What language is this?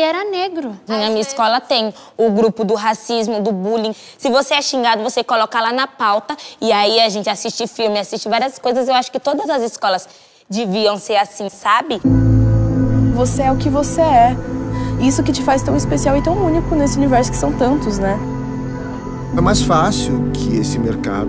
Portuguese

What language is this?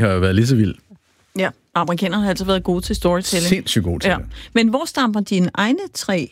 Danish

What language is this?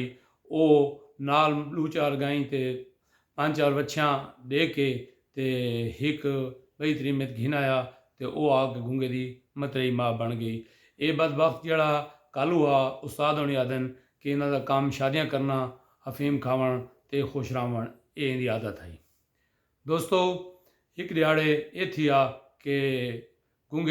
Saraiki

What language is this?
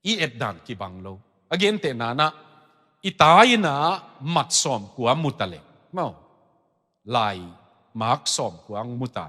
Tedim Chin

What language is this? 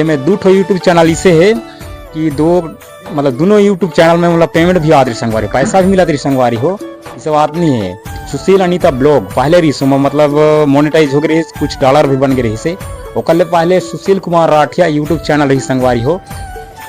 Chhattisgarhi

